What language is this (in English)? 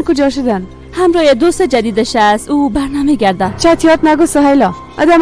Persian